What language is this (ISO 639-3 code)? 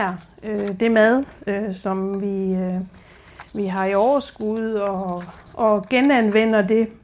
dan